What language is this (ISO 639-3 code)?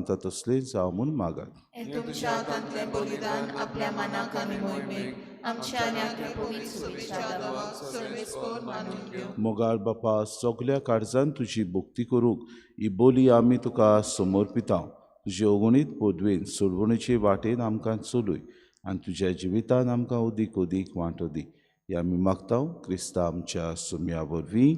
kok